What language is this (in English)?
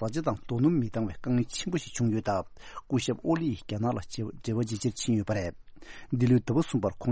Tibetan